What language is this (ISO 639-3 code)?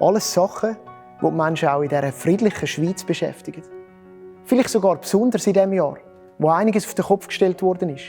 gsw